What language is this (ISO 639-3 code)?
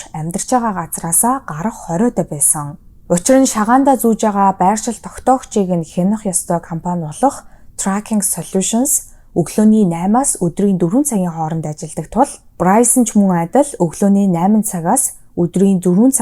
mon